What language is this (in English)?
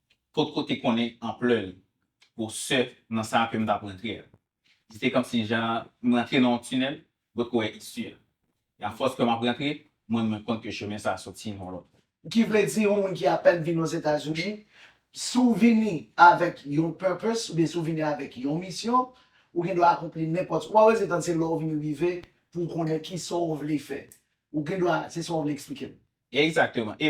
Haitian Creole